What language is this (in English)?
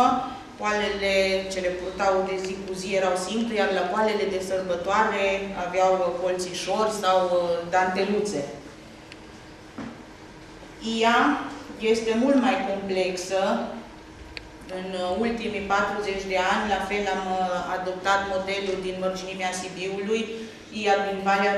Romanian